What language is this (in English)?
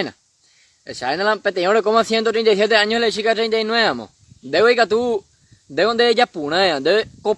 Guarani